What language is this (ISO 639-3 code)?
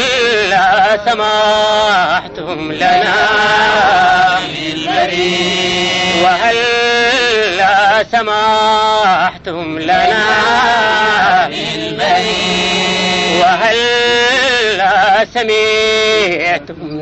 ara